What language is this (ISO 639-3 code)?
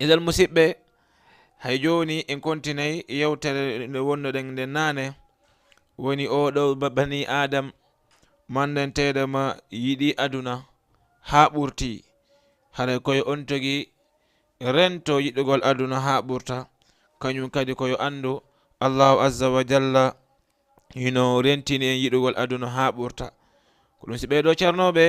ful